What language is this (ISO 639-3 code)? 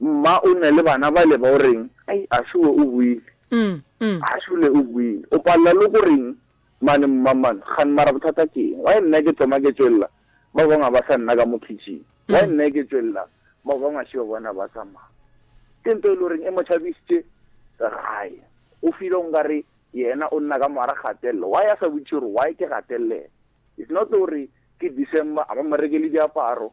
nso